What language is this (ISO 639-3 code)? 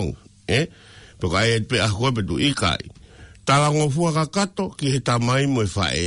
ton